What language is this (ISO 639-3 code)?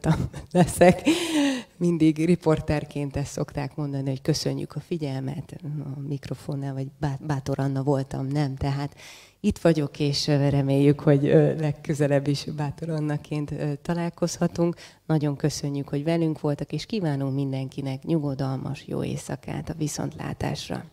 hun